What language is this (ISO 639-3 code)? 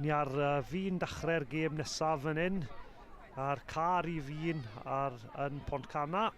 cym